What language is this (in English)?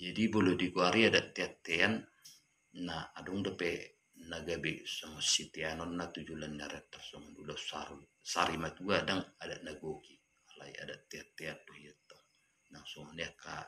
Batak Toba